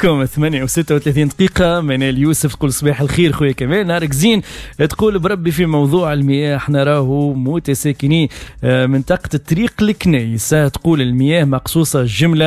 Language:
Tunisian Arabic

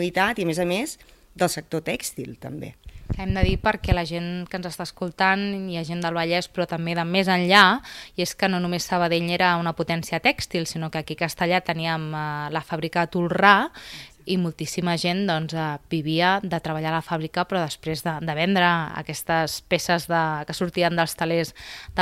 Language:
Catalan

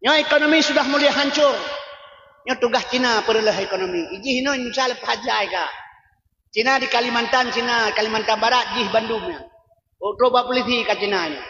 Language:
Achinese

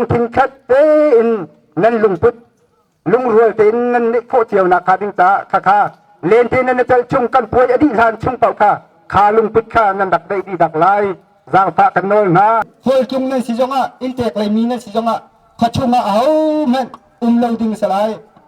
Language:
Hakha Chin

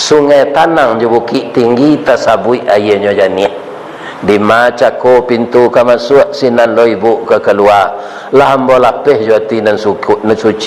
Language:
Minangkabau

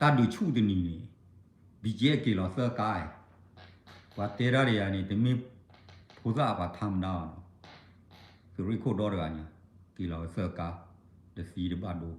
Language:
S'gaw Karen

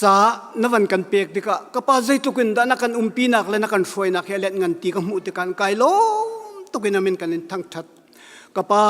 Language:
Hakha Chin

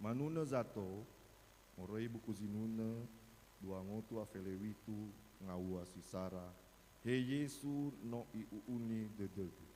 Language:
Nias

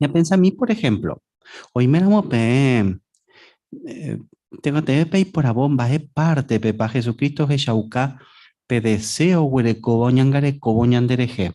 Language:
Guarani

